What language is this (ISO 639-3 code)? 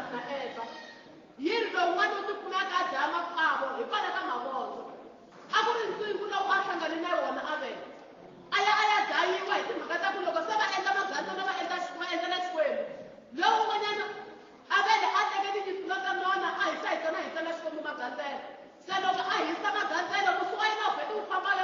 tso